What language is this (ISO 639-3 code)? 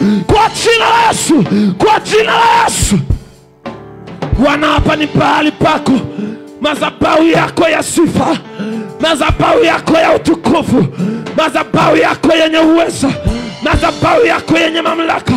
swa